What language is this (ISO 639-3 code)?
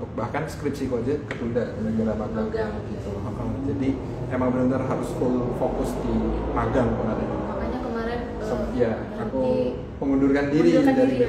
ind